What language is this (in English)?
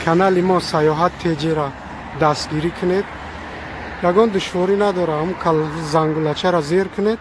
Tajik